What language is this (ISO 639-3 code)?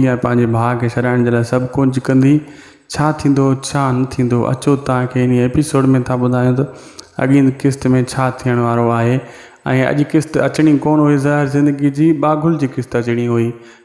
snd